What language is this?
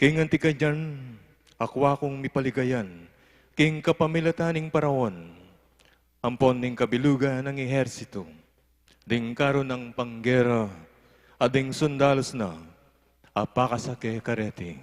Pampanga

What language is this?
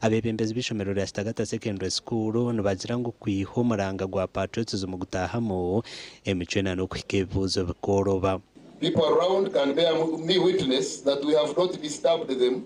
Nyankole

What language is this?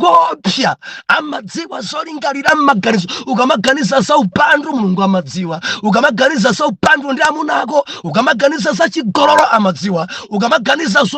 Nyanja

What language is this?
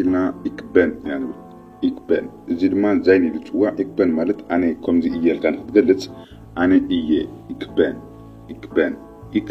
Tigrinya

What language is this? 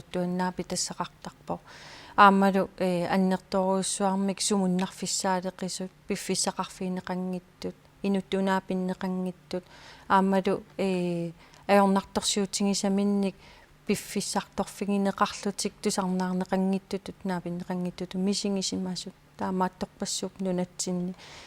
Kalaallisut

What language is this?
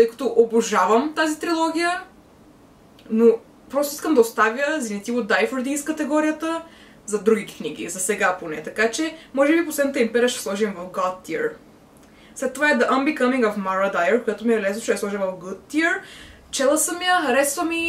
Bulgarian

